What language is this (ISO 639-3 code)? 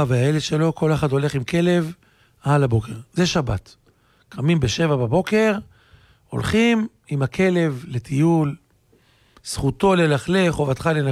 heb